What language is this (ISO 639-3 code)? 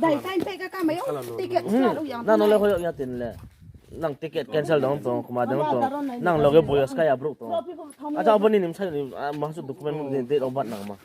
ria